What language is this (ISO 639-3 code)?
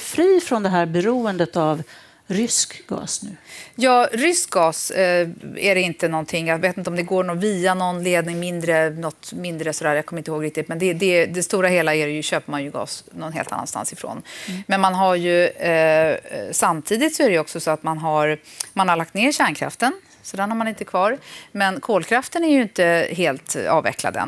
swe